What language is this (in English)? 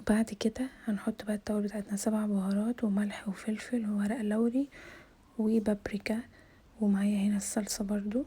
Egyptian Arabic